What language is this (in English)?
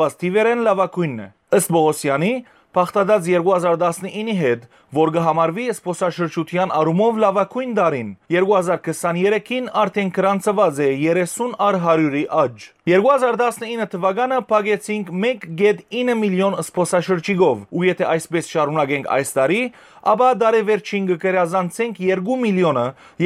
Western Armenian